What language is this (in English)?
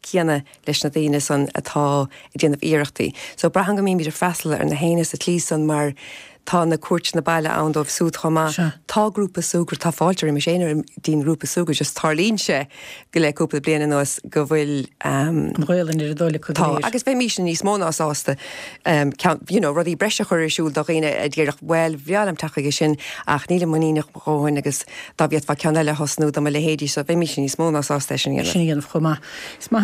Irish